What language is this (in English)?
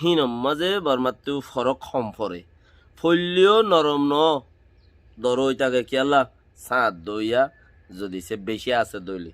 Rohingya